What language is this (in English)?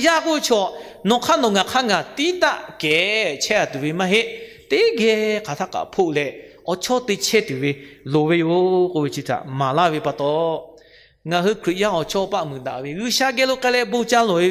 Lahu